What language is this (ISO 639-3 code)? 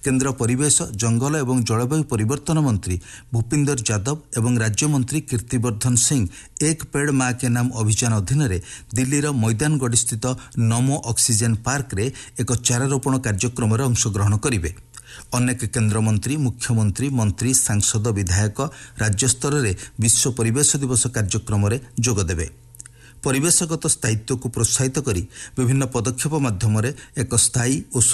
ori